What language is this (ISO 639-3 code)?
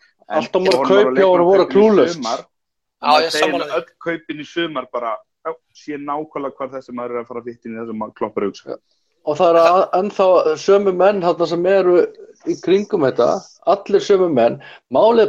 isl